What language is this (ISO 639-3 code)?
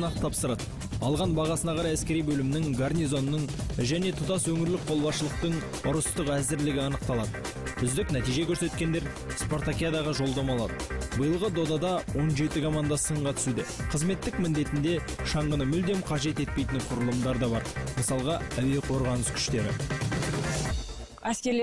kaz